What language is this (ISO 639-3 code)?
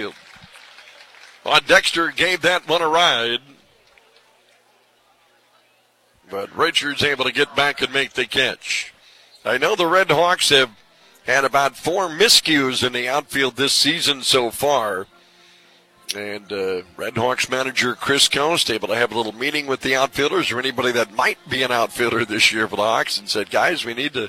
eng